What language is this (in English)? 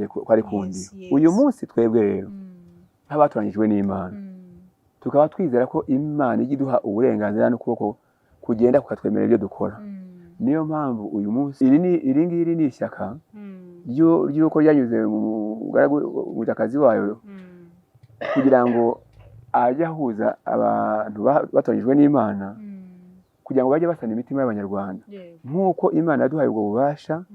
Kinyarwanda